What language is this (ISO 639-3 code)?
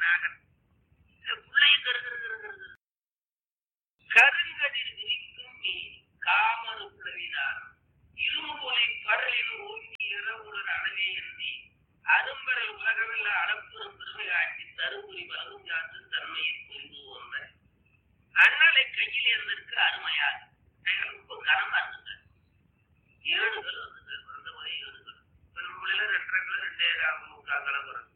tam